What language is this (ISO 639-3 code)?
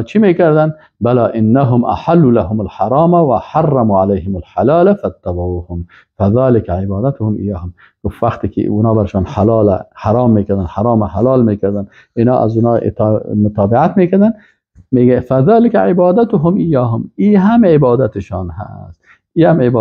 fas